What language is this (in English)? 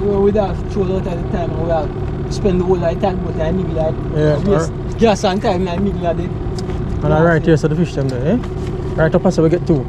Jamaican Creole English